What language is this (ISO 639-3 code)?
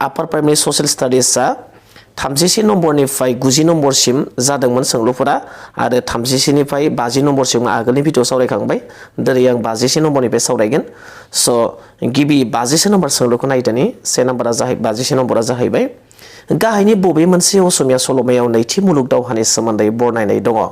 brx